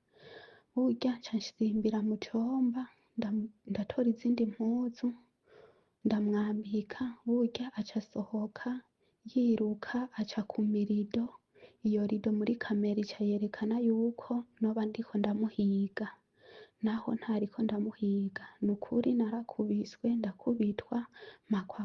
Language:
Rundi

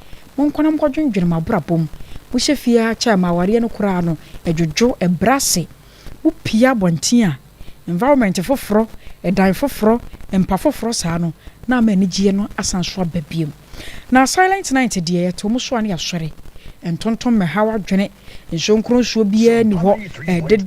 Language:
Akan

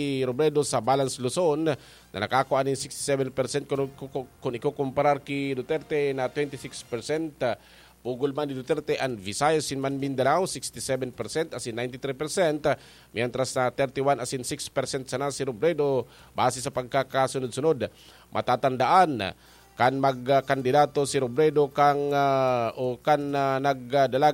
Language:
Bikol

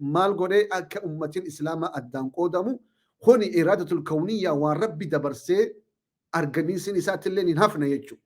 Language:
Oromo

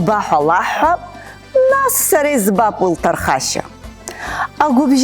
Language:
Abkhazian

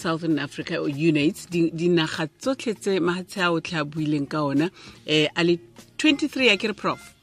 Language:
Tswana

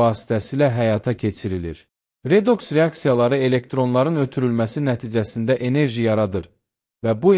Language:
Azerbaijani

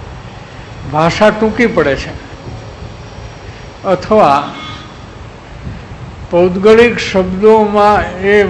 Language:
Gujarati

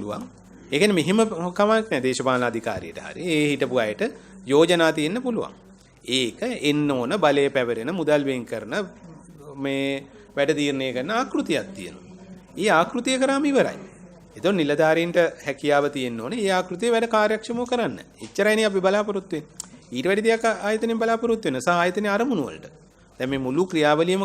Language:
Sinhala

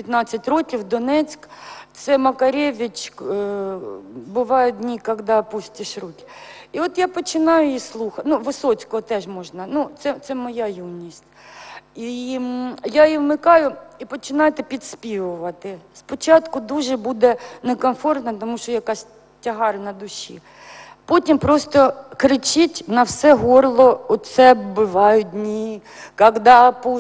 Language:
Ukrainian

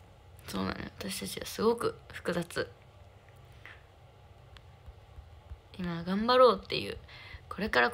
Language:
Japanese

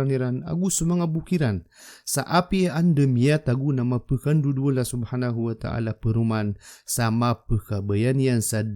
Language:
Maranao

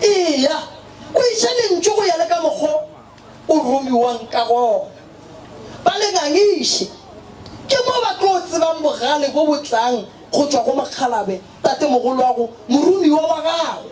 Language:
Northern Sotho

